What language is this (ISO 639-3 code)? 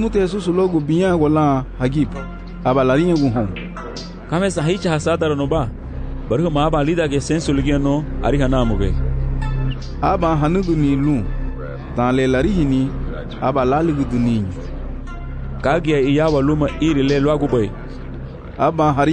cab